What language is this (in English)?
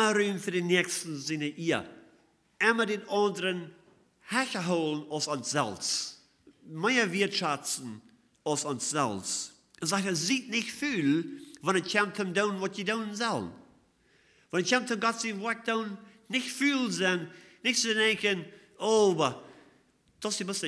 Plautdietsch